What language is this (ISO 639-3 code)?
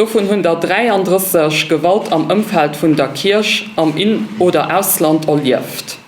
ltz